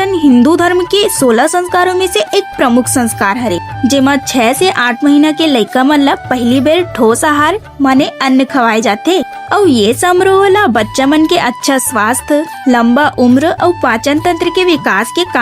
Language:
Chhattisgarhi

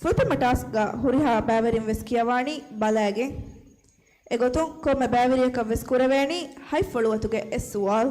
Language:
Divehi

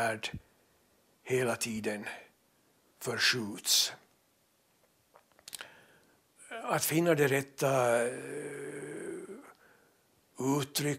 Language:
Swedish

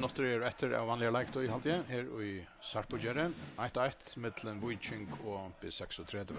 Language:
Faroese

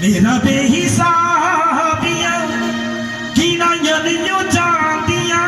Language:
Dogri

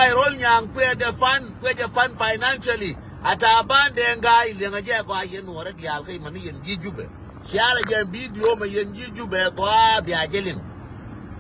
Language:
Nuer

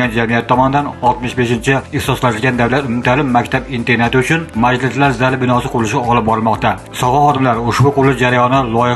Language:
Uzbek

